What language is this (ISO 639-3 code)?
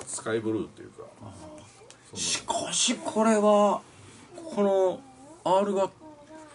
jpn